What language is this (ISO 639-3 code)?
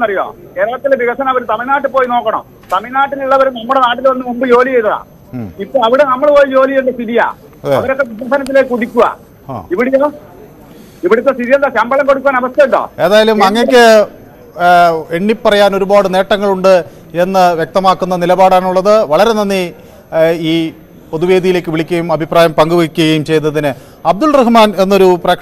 mal